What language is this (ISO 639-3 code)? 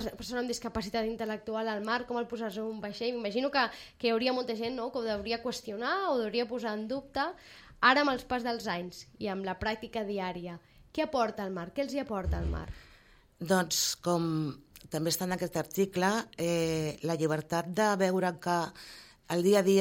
cat